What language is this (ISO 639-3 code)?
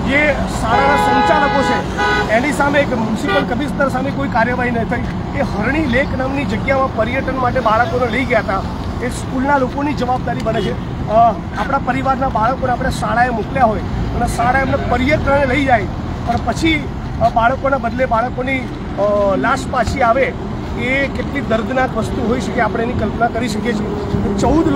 guj